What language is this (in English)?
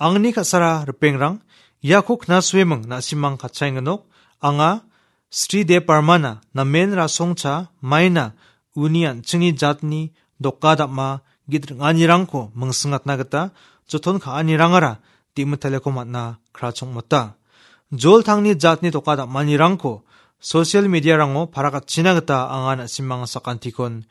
Garo